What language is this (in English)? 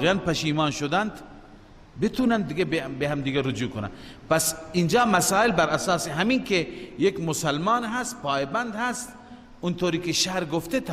Persian